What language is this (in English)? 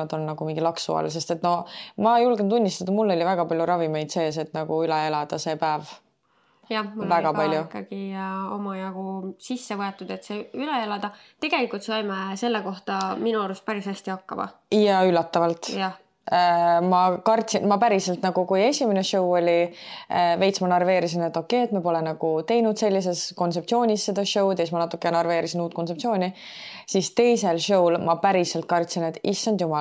Estonian